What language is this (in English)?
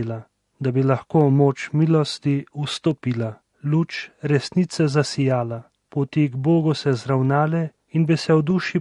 Slovenian